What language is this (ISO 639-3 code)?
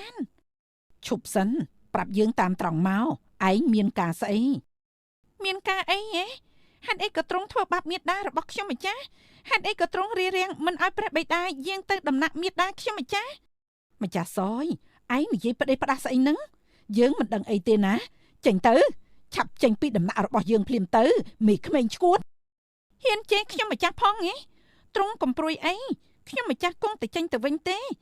khm